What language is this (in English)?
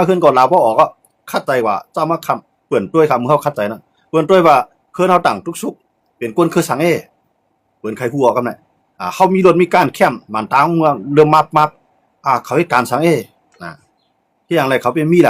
Shan